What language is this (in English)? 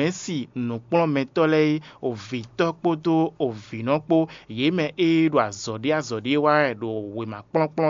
Fon